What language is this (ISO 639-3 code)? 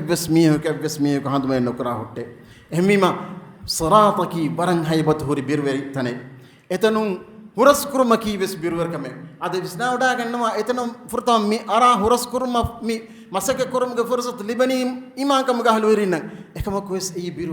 div